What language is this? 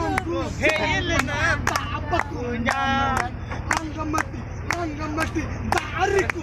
Santali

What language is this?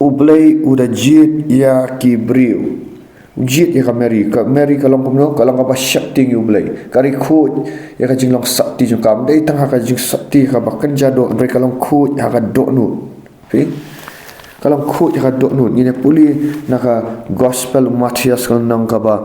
Khasi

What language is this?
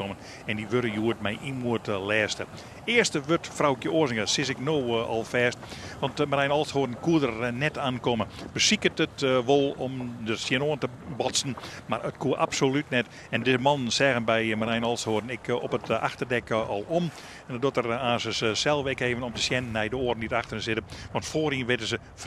Western Frisian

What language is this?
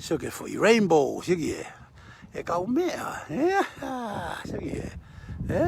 Tongan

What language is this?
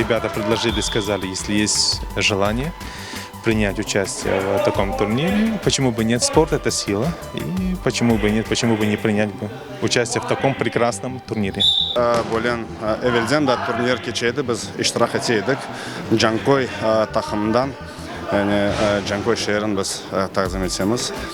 Crimean Tatar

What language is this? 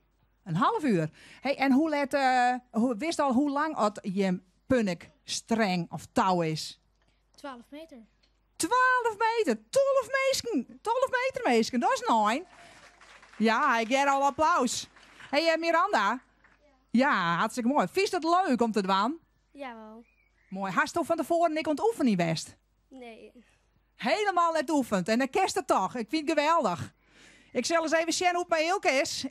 Western Frisian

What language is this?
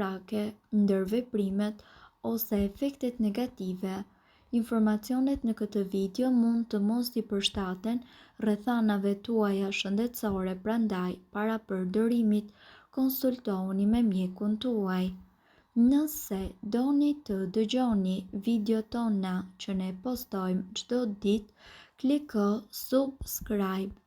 Albanian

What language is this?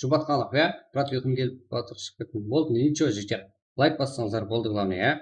Kara-Kalpak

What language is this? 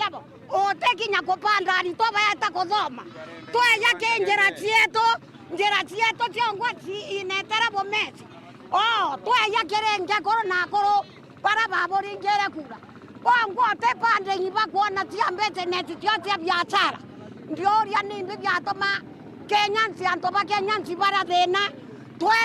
Meru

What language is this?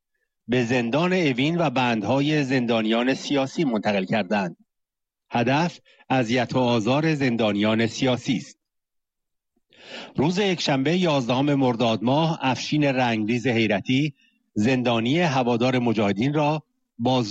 Persian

